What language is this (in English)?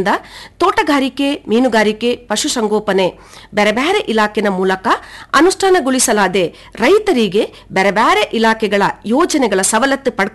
Kannada